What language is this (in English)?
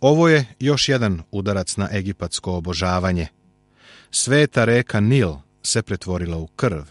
Serbian